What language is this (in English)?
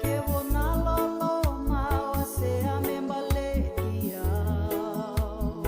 Fijian